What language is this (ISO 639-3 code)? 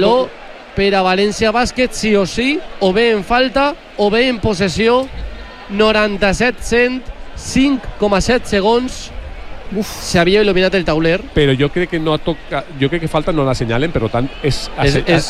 cat